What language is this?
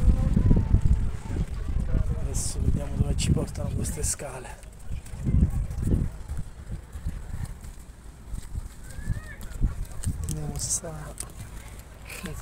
Italian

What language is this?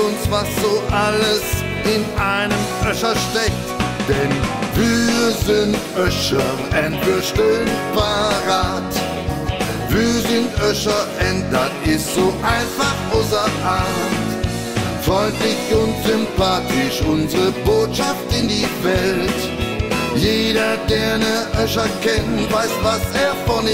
German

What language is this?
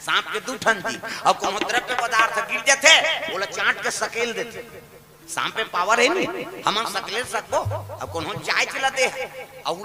Chhattisgarhi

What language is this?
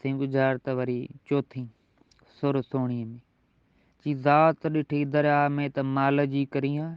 Sindhi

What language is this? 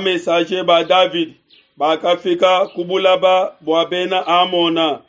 Luba-Lulua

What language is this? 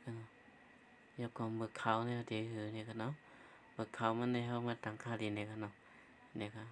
Shan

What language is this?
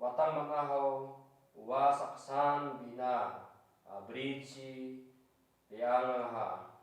Garo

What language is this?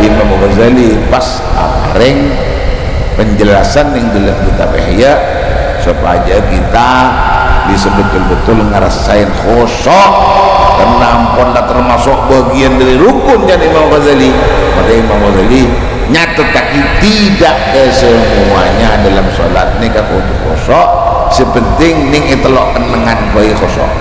Madurese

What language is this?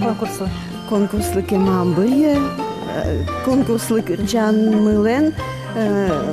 Udmurt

